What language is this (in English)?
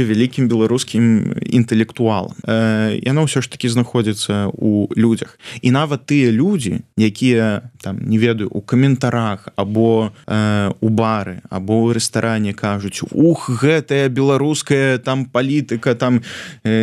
Belarusian